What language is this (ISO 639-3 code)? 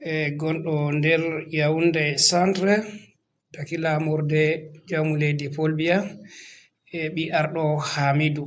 ful